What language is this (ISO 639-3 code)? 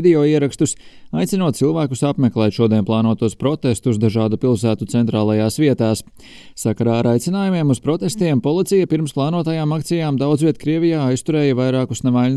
lav